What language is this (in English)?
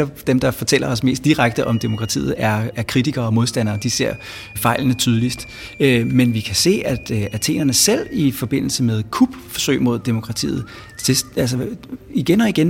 Danish